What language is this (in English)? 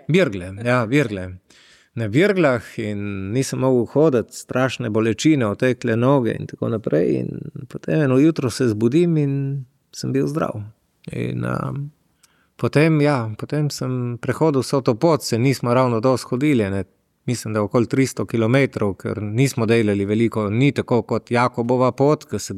Slovenian